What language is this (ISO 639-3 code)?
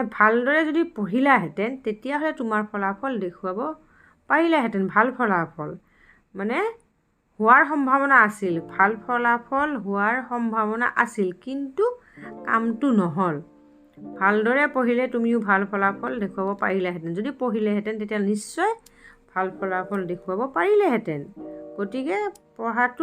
asm